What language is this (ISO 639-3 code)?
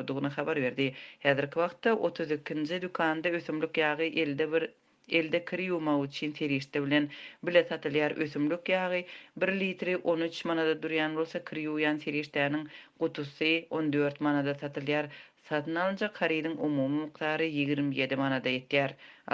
tuk